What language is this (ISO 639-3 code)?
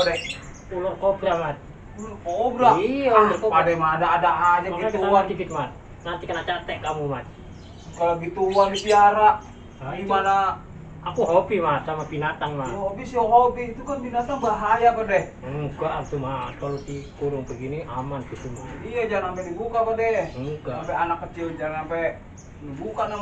bew